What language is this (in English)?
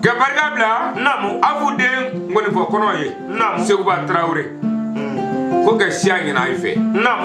Bambara